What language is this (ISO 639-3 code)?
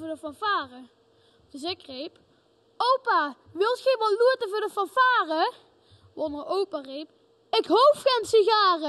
lim